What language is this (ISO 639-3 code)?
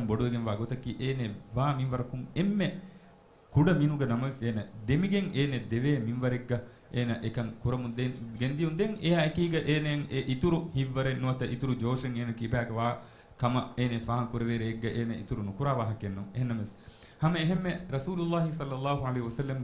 div